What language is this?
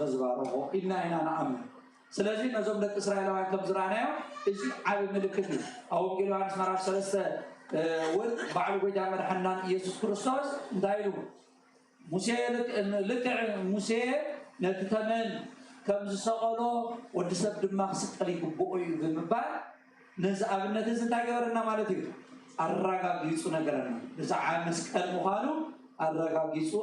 Tigrinya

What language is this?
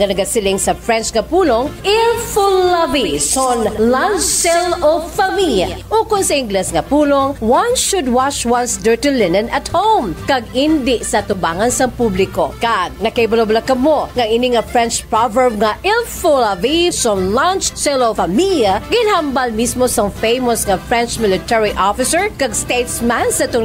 Hiligaynon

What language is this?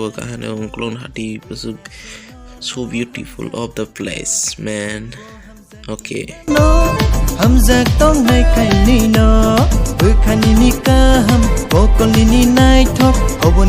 Kok Borok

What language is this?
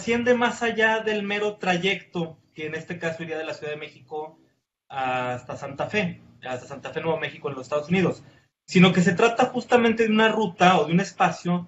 Spanish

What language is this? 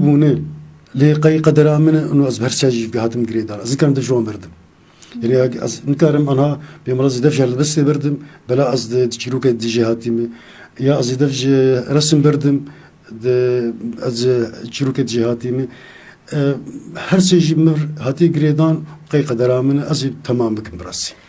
Kurdish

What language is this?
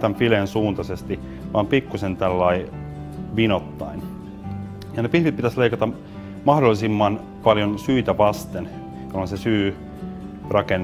Finnish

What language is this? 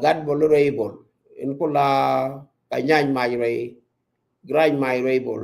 Nuer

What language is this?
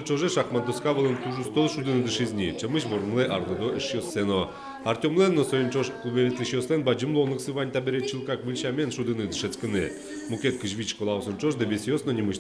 Udmurt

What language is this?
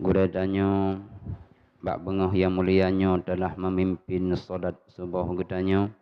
Achinese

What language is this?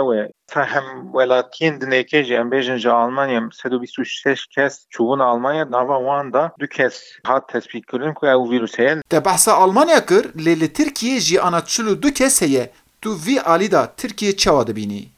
Kurdish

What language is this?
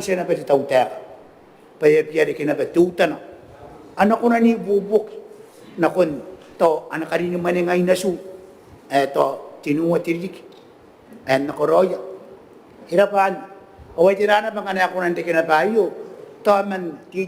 Gilbertese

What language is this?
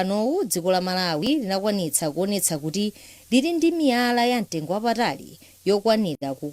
Nyanja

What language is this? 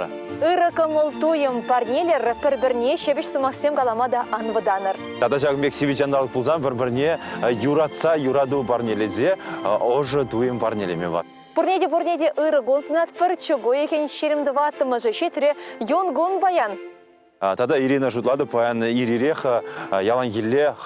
Chuvash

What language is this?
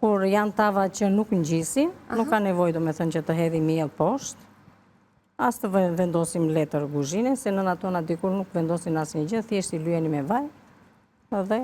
Albanian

